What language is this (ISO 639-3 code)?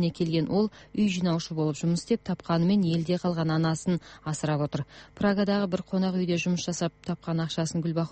kaz